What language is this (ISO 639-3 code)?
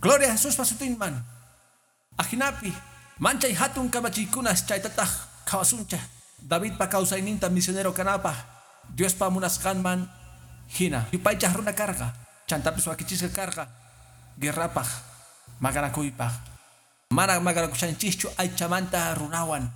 que